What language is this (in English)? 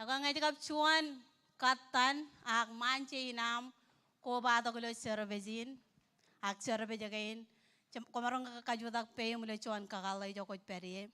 Marshallese